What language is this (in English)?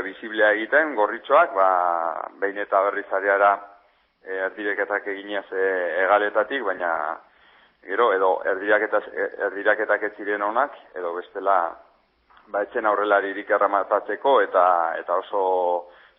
Basque